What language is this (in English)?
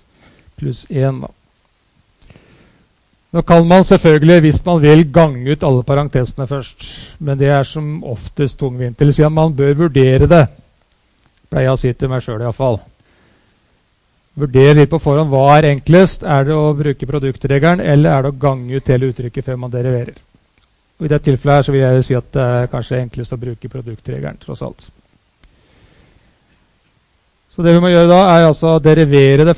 Norwegian